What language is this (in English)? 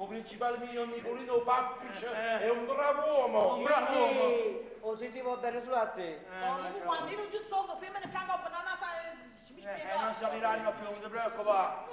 Neapolitan